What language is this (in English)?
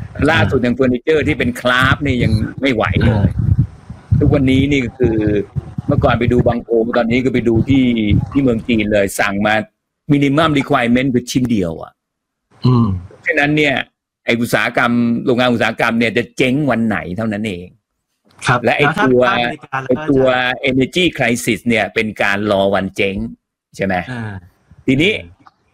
Thai